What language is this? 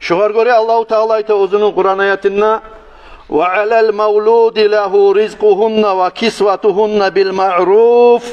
Kumyk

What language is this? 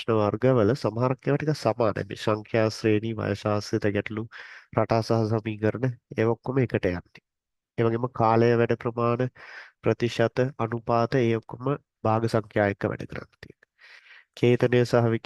Sinhala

